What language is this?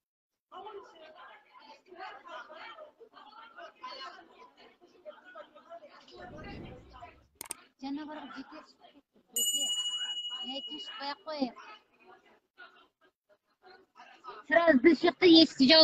Kazakh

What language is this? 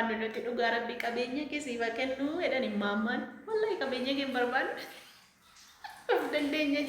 Oromo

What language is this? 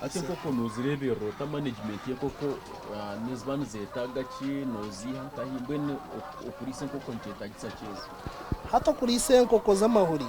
Nyankole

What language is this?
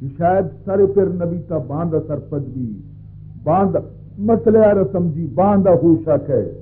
Baluchi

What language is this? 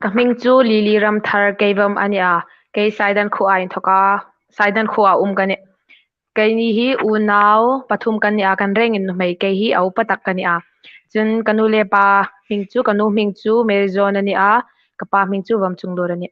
Hmar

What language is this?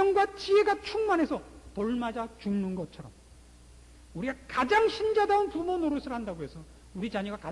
Korean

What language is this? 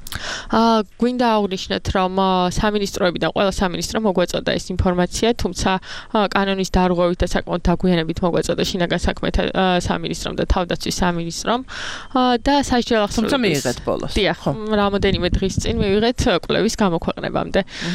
Georgian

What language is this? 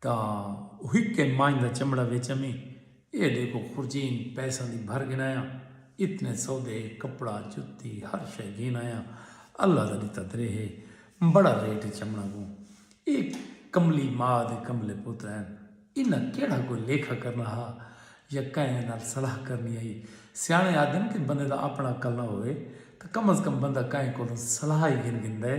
Saraiki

